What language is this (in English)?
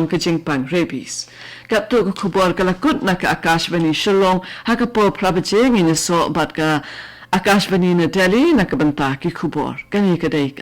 Khasi